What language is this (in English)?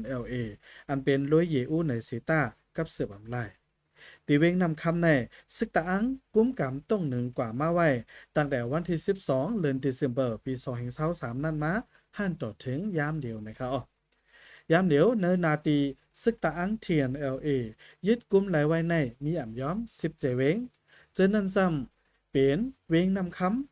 Shan